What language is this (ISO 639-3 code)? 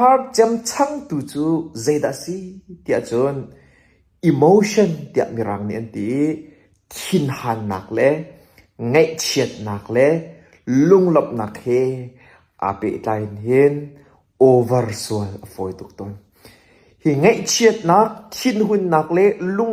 cnh